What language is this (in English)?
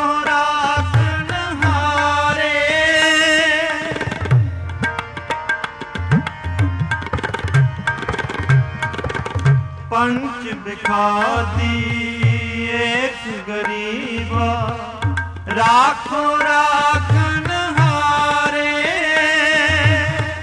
Punjabi